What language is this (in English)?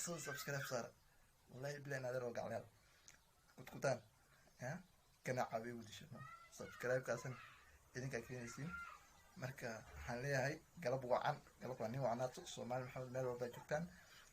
Somali